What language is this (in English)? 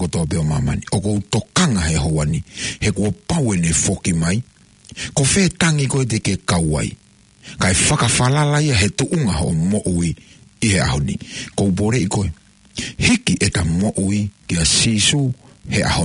Tongan